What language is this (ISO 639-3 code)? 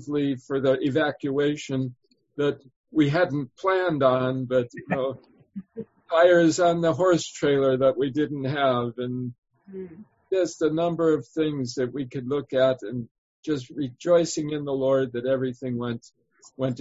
eng